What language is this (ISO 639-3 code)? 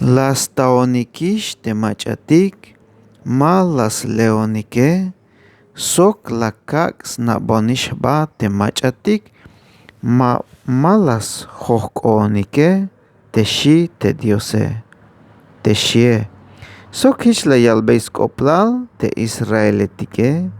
tzh